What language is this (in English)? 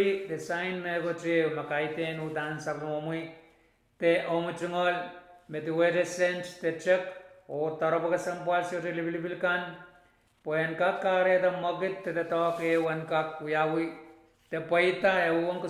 Pohnpeian